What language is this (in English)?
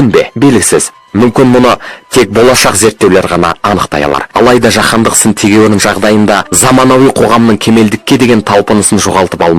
Kazakh